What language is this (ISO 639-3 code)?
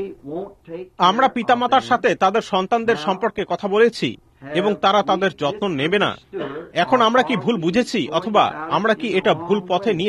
ben